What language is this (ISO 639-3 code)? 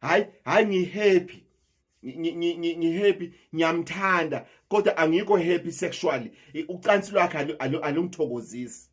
zul